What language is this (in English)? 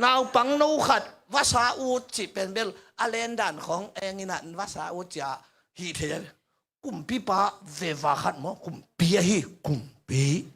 Tedim Chin